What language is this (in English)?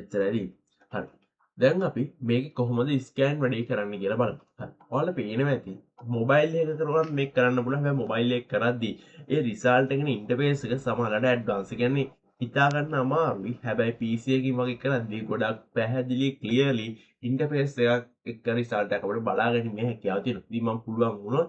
Sinhala